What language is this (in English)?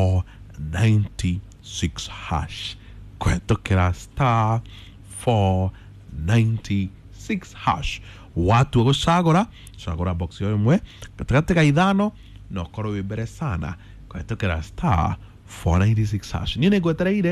Kikuyu